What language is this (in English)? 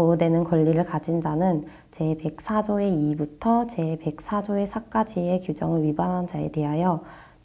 Korean